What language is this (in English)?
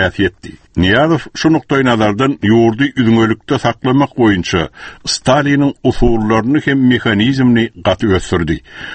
Turkmen